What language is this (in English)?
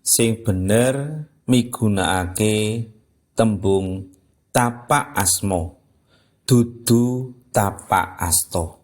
Javanese